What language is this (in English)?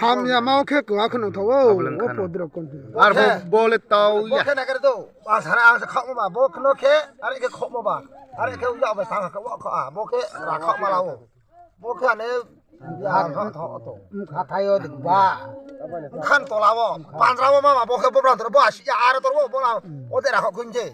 Riang (India)